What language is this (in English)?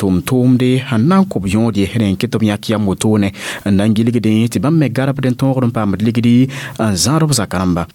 Mossi